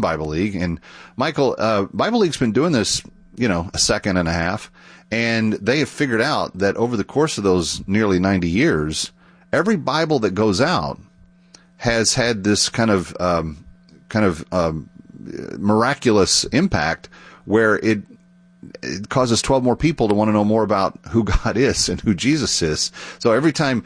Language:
English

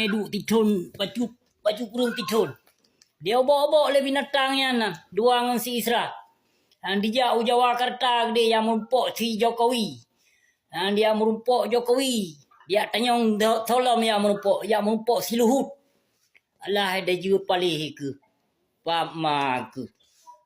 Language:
Achinese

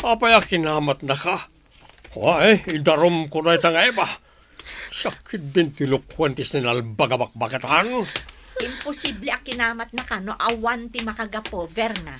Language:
Iloko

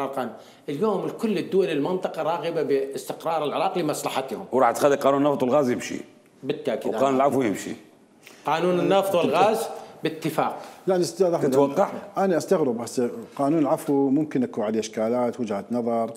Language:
Mesopotamian Arabic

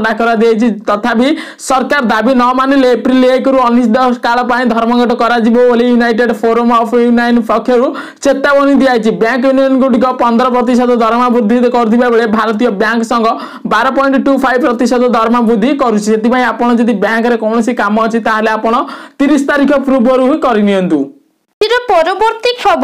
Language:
Odia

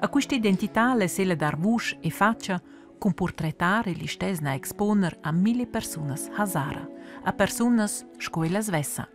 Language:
Romansh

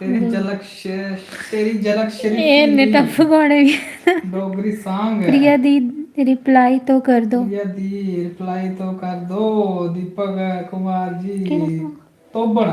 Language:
Dogri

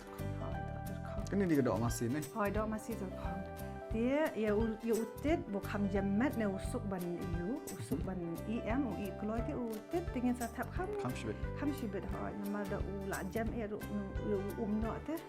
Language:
Khasi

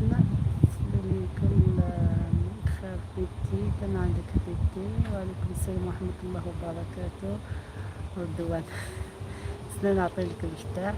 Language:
Algerian Arabic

